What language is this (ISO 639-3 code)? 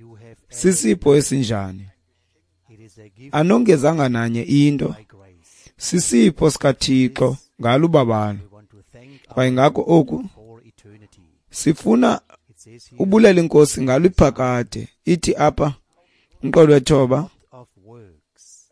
xho